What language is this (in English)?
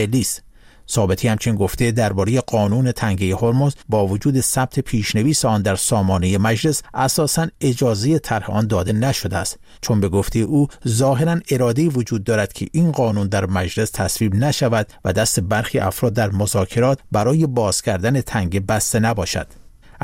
Persian